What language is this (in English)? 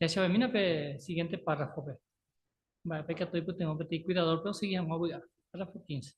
Guarani